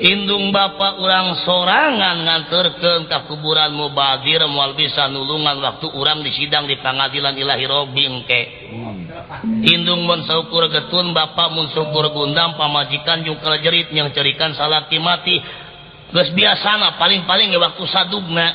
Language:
Sundanese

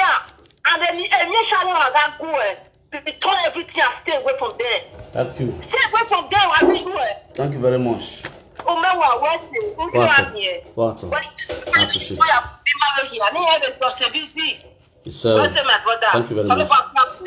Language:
Nigerian Pidgin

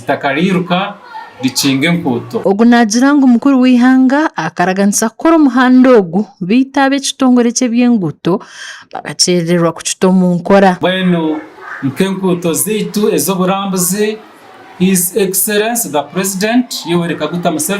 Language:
Nyankole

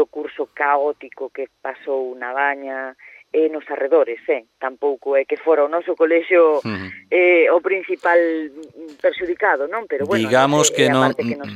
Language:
Galician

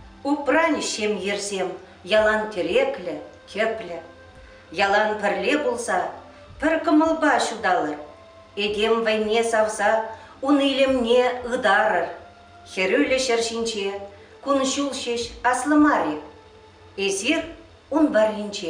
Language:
Chuvash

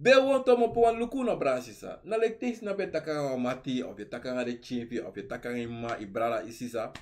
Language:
Sranan Tongo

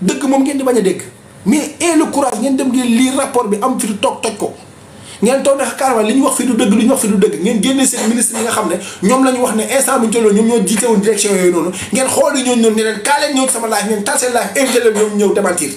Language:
Wolof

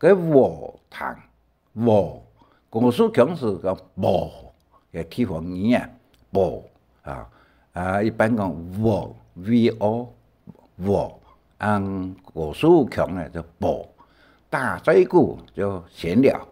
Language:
Hakka Chinese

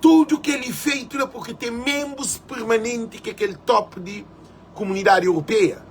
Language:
Kabuverdianu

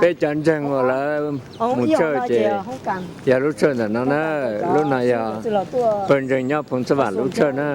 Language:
Hmong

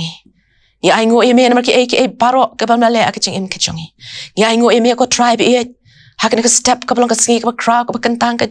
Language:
Khasi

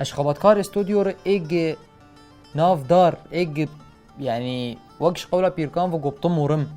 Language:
Kurdish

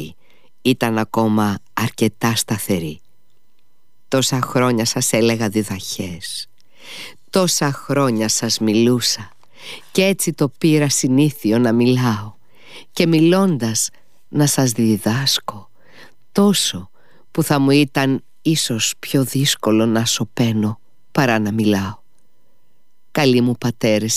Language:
Greek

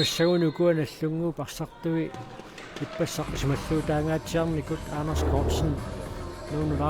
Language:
Kalaallisut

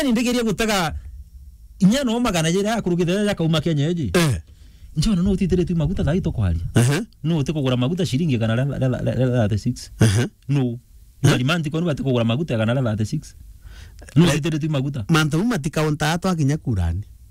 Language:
Meru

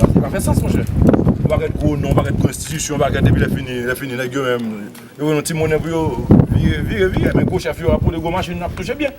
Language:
Haitian Creole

